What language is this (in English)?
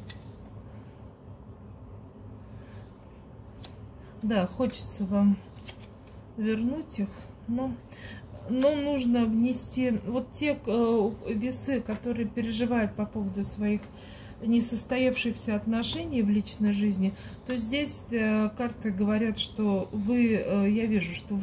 Russian